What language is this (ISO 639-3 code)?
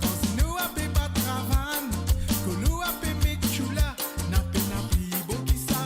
mfe